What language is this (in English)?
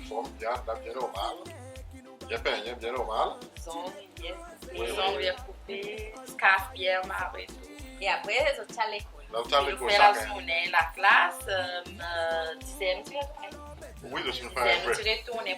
Seselwa Creole French